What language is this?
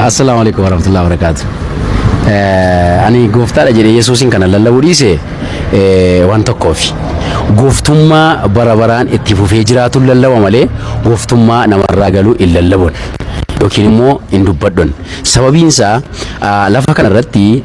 Oromo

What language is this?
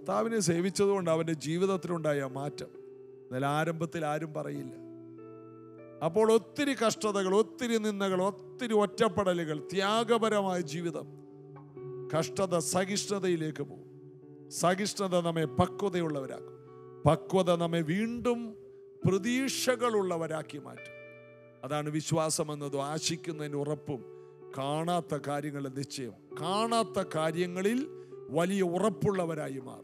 Malayalam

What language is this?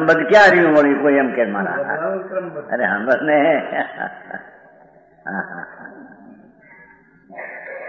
Gujarati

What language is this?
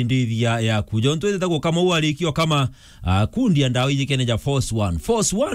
Meru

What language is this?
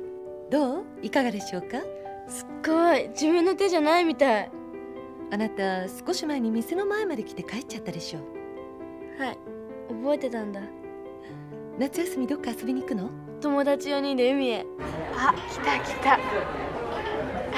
Japanese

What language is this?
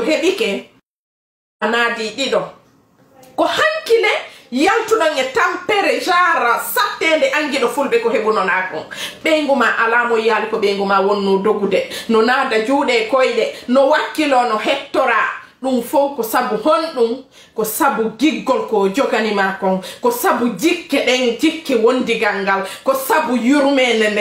Fula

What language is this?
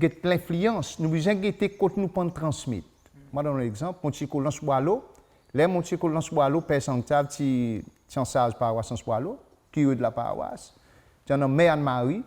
Seselwa Creole French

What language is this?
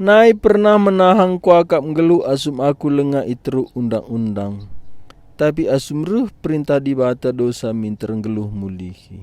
Batak Karo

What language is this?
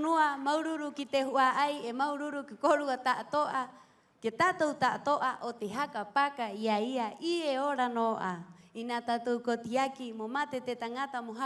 Rapanui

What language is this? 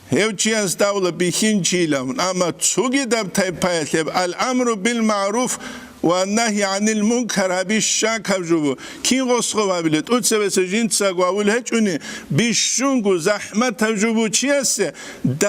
Avaric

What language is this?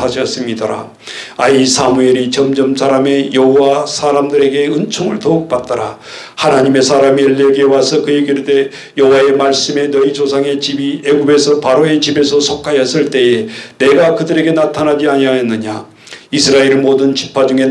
Korean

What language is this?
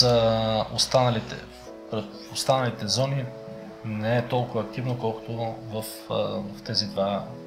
Bulgarian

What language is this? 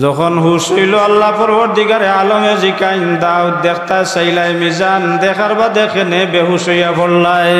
Sylheti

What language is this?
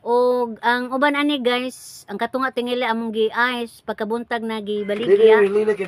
Cebuano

